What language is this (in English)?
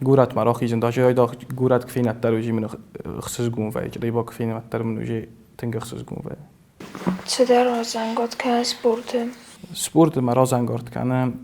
Ossetic